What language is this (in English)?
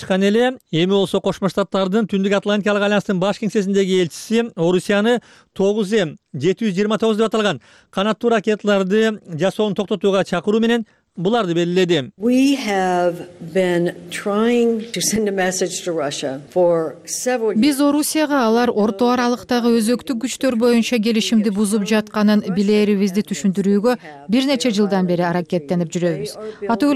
Kyrgyz